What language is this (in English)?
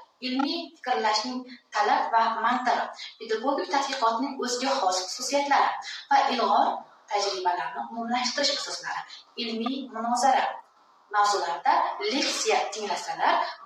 Uzbek